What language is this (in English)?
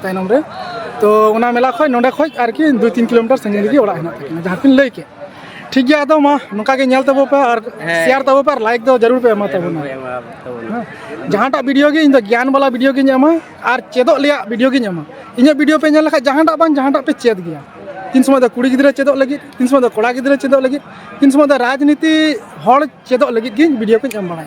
Santali